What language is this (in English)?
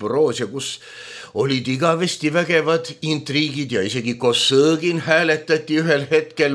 Estonian